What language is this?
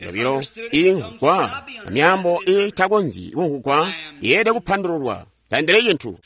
Tonga (Zambia)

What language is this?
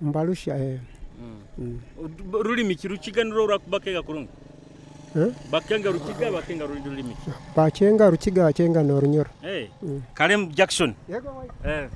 Nyoro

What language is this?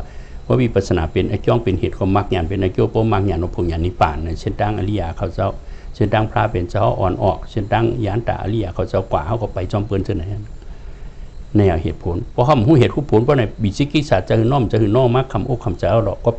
Shan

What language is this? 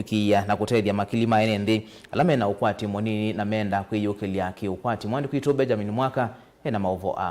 Kamba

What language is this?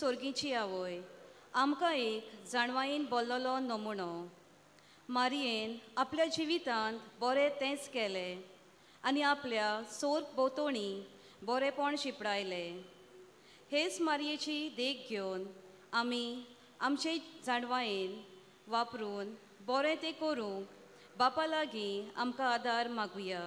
Konkani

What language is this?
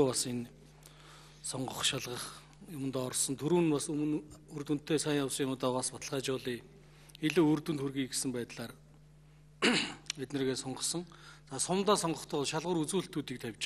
Mongolian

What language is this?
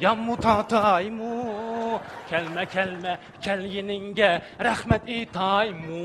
Uyghur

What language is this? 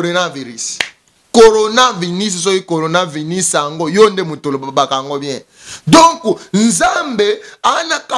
Lingala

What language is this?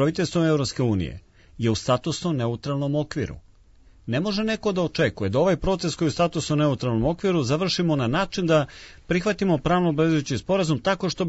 Serbian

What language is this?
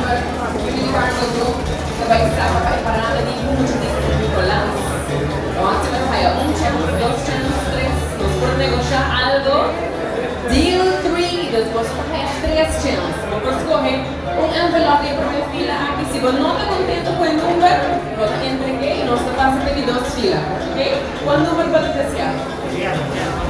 Papiamento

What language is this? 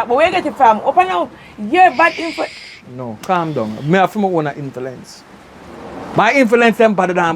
Jamaican Creole English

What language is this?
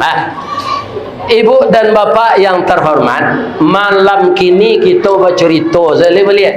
Minangkabau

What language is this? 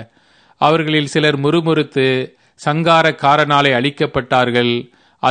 Tamil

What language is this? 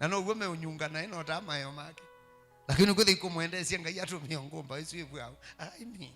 Kamba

